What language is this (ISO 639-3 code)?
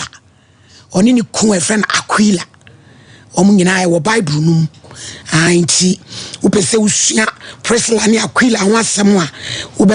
aka